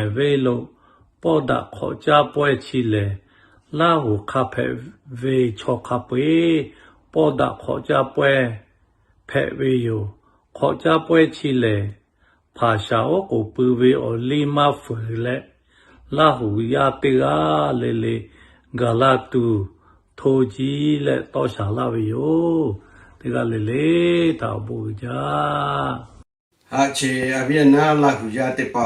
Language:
Lahu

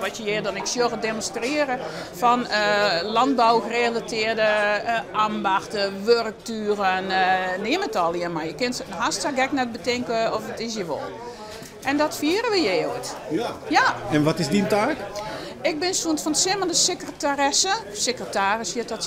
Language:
Western Frisian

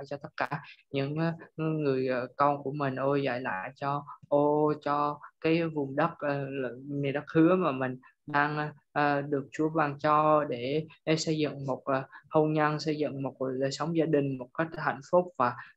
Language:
Vietnamese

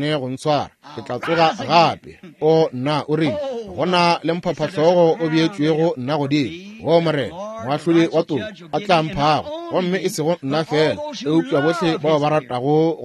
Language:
Northern Sotho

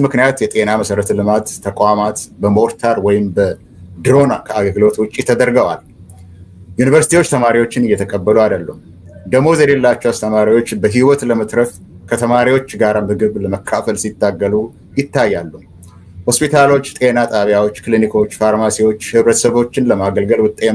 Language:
Amharic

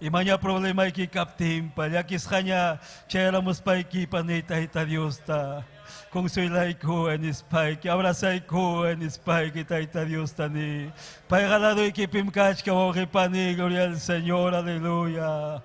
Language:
Ayacucho Quechua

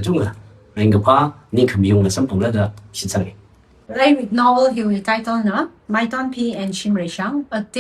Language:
Tangkhul Naga (India)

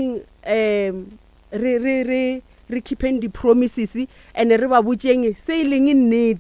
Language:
Northern Sotho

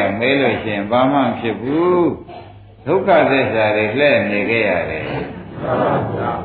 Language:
Burmese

